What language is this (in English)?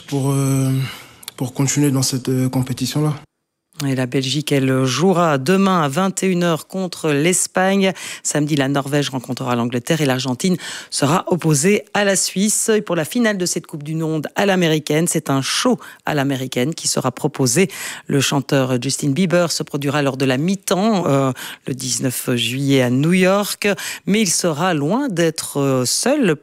French